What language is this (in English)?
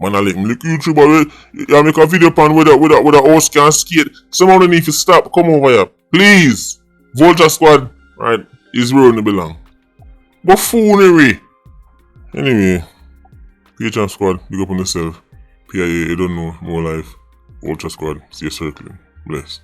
Jamaican Creole English